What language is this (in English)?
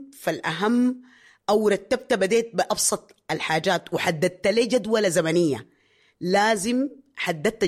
Sudanese Arabic